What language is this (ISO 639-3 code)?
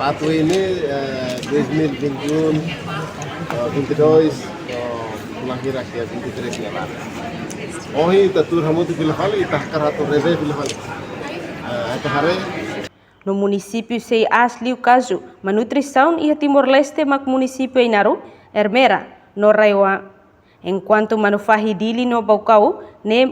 tet